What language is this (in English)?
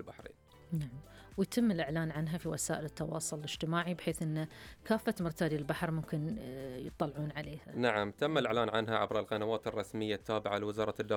Gulf Arabic